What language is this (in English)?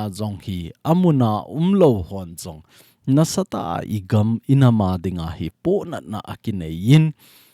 Thado Chin